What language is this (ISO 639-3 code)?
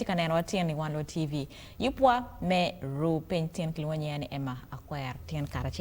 ach